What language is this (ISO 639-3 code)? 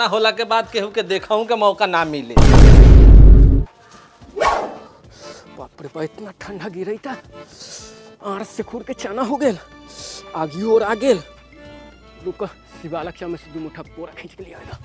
bho